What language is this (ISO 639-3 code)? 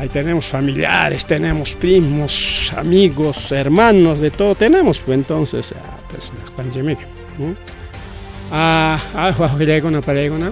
quy